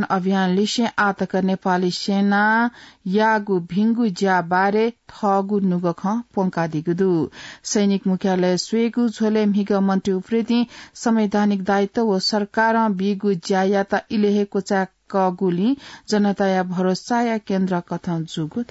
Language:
Newari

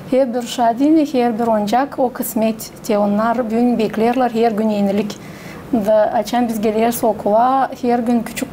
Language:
Gagauz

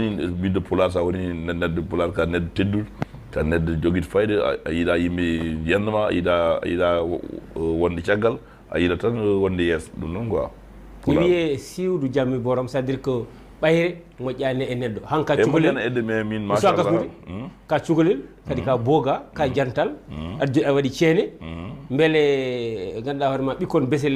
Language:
Fula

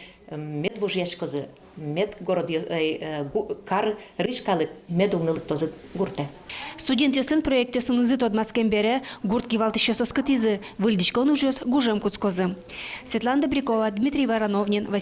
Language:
Udmurt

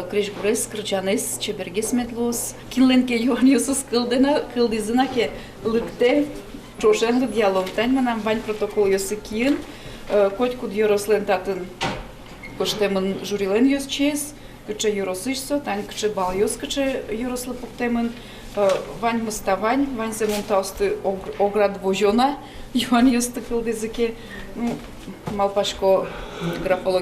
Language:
Udmurt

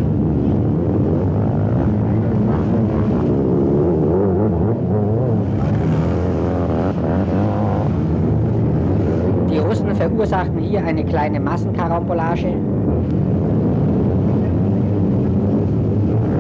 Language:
German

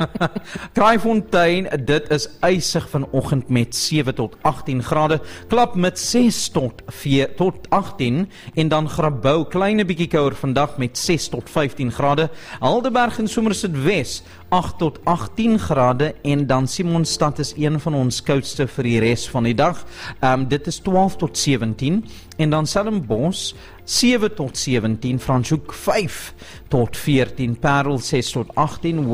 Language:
Afrikaans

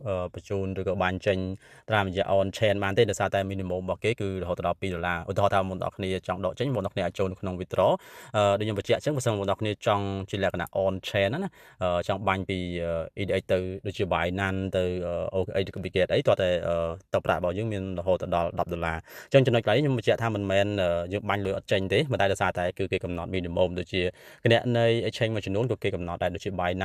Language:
Khmer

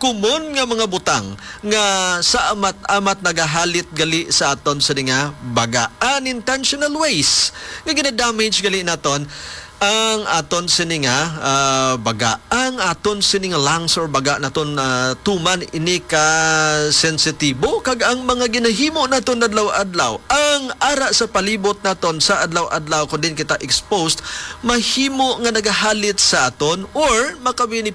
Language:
Hiligaynon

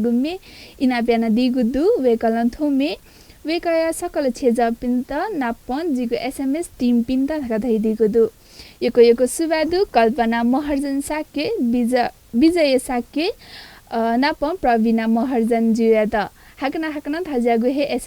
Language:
Newari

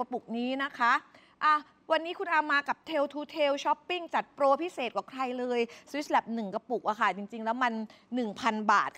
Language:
Thai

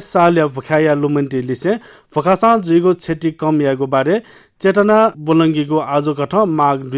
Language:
Newari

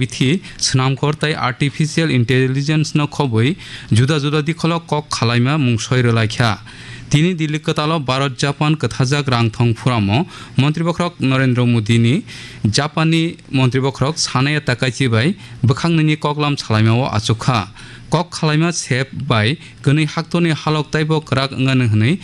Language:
Kok Borok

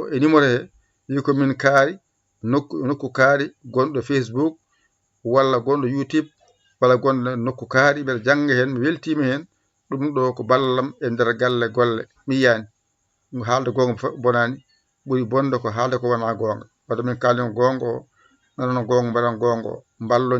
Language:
Fula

